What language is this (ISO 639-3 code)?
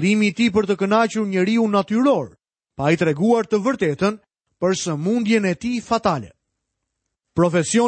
sqi